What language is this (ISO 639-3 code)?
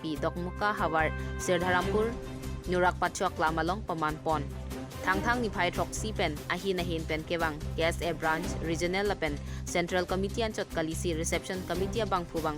mjw